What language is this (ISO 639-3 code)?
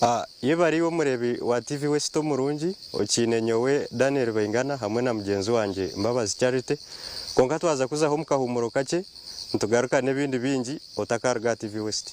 nyn